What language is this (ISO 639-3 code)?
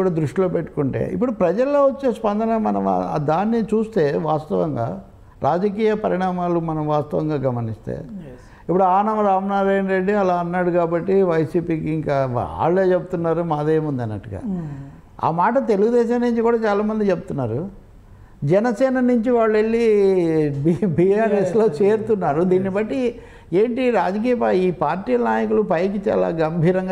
tel